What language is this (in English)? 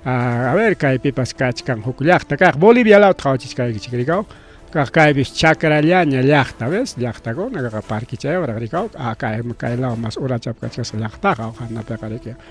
Ayacucho Quechua